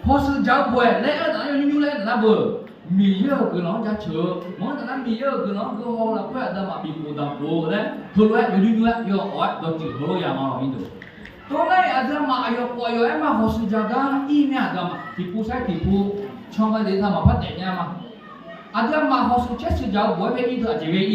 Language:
Akha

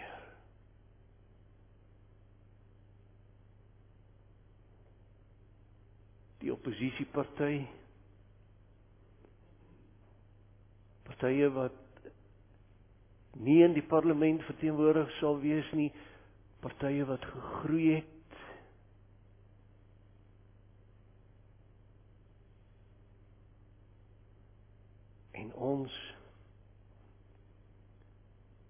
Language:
Afrikaans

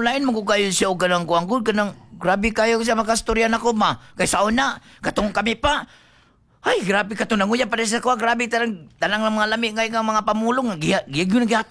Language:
Cebuano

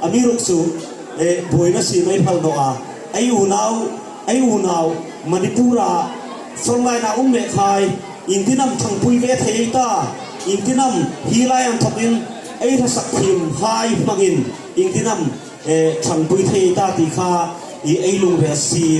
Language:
Hmar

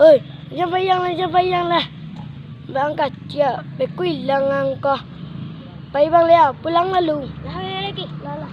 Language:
Minangkabau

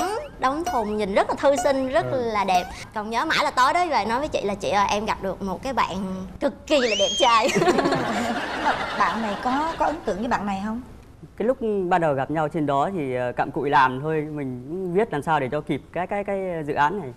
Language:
Vietnamese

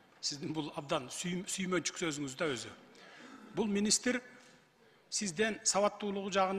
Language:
Kyrgyz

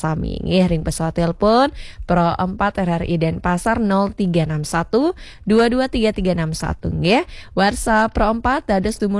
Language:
Balinese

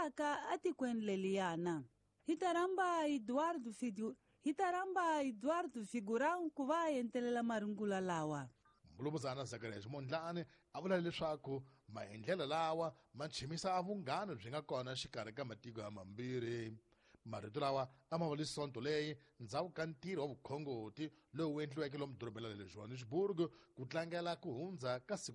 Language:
Tsonga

